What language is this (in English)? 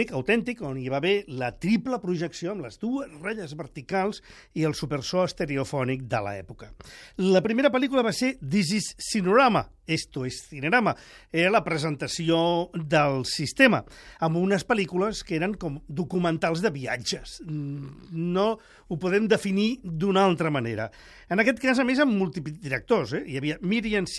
Catalan